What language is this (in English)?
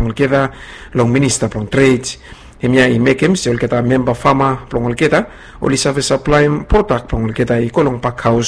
Bislama